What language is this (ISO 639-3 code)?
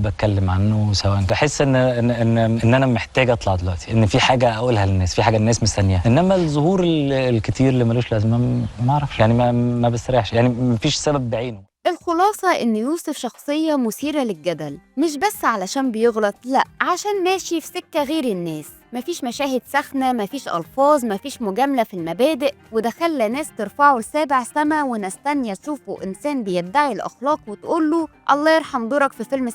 arz